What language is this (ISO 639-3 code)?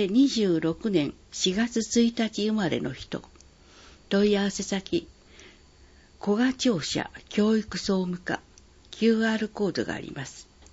jpn